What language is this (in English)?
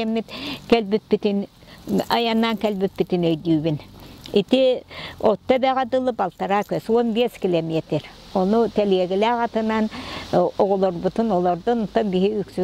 Yakut